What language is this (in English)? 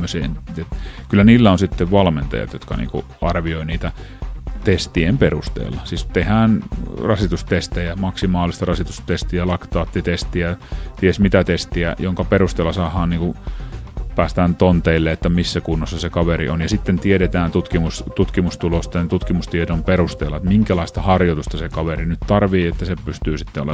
Finnish